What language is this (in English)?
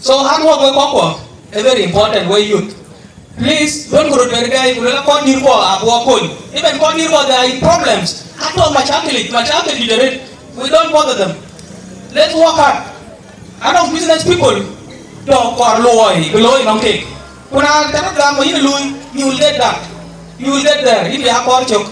Dinka